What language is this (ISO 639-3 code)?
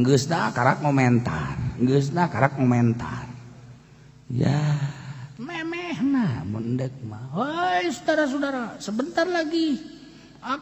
sun